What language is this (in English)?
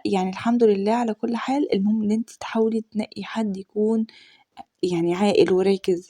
Egyptian Arabic